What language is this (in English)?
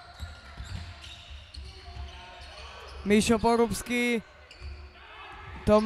Slovak